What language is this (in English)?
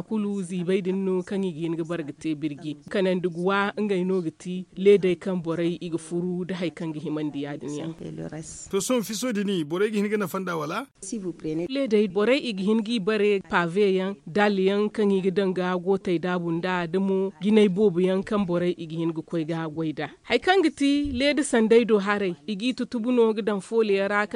Zarma